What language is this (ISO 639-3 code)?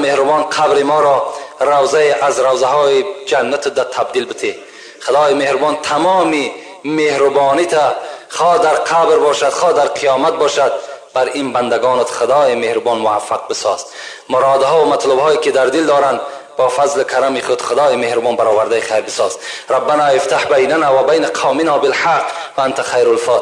tgk